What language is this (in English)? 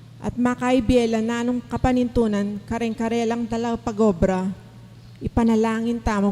Pampanga